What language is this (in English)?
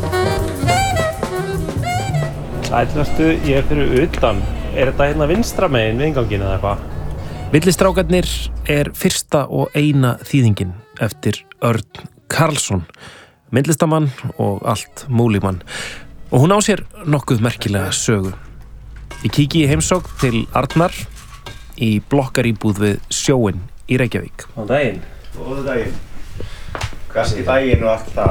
Icelandic